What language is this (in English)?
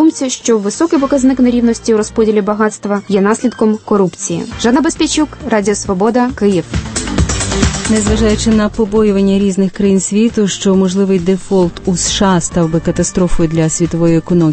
Ukrainian